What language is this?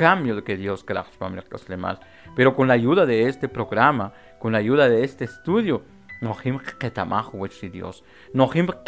Kʼicheʼ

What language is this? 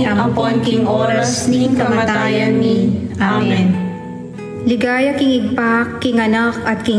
Pampanga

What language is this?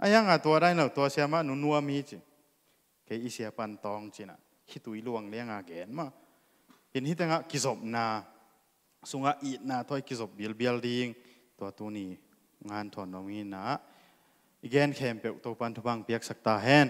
Tedim Chin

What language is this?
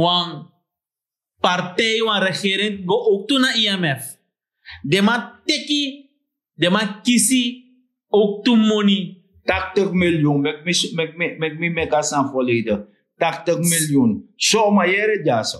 Sranan Tongo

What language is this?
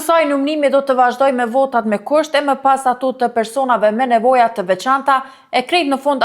Albanian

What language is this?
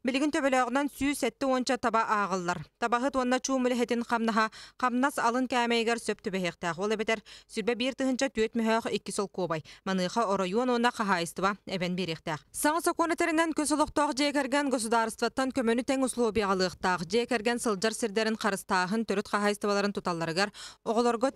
Yakut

